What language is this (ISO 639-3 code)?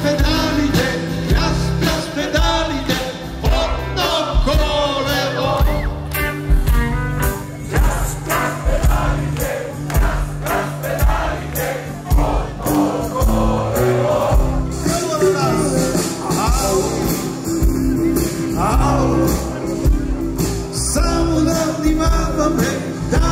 bul